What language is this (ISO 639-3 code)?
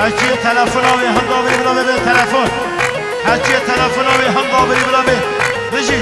kur